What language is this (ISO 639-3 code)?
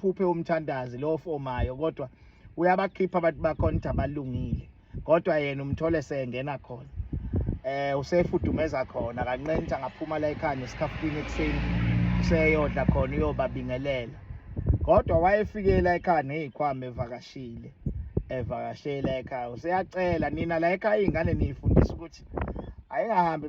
zul